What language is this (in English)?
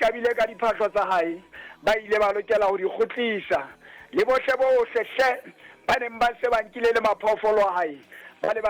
Southern Sotho